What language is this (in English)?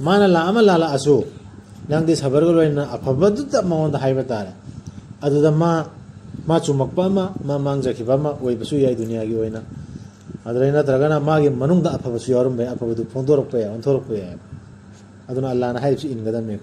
Manipuri